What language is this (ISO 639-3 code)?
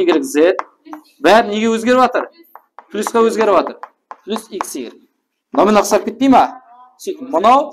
kaa